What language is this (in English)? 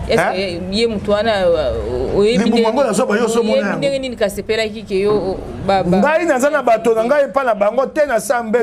Lingala